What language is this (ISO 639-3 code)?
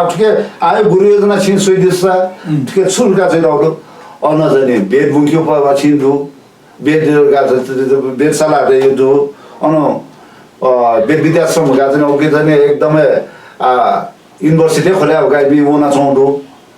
new